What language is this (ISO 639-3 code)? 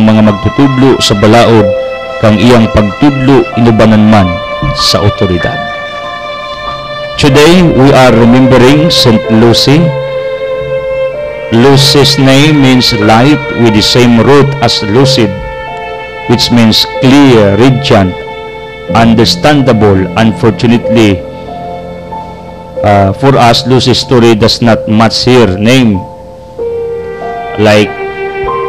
ceb